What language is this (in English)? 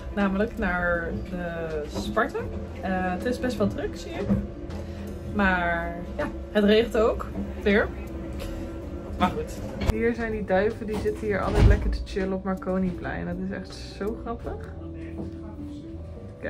Dutch